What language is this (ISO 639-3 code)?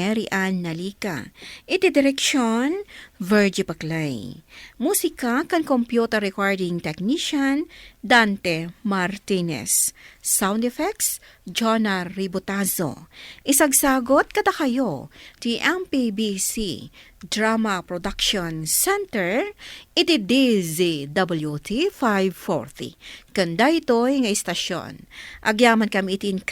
ilo